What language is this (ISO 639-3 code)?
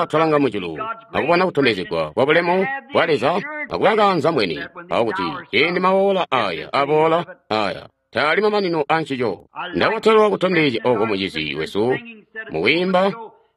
toi